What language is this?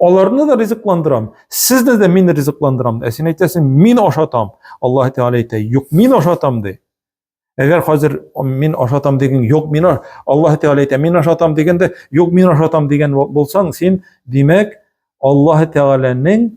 Tatar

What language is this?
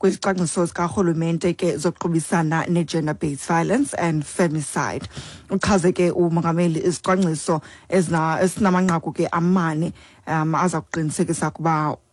Xhosa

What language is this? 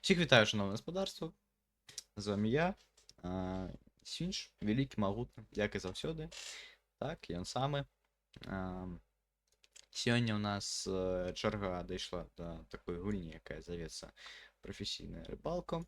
Belarusian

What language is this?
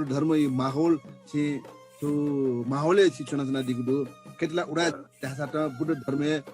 Newari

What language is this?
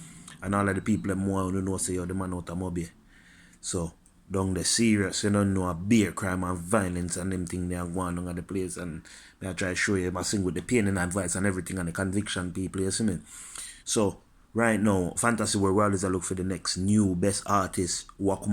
Jamaican Creole English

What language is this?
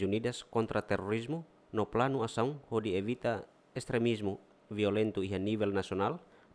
Tetum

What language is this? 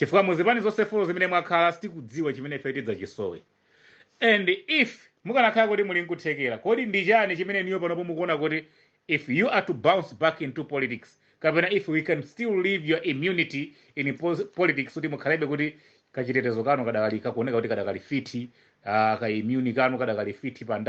Nyanja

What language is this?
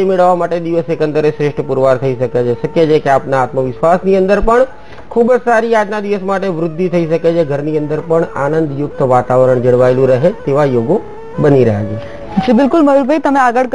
Gujarati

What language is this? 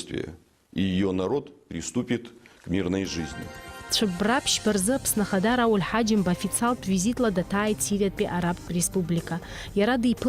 Abkhazian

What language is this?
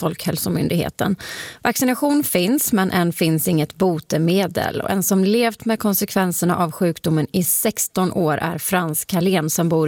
Swedish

